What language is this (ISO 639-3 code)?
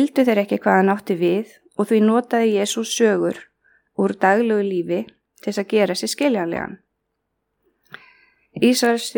isl